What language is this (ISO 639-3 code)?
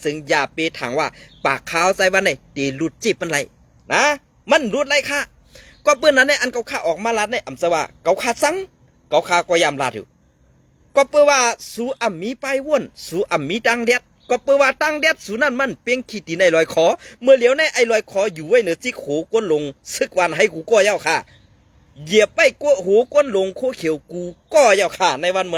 shn